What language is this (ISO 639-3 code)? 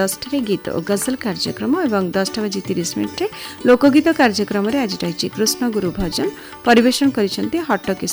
ori